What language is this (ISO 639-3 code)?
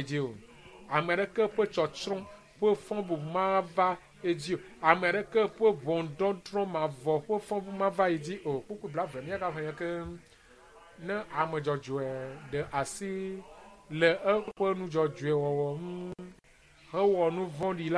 ewe